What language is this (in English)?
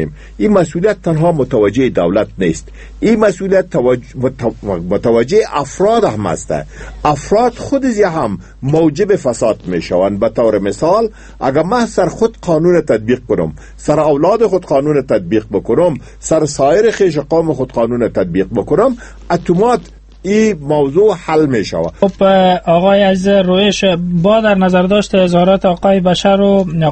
Persian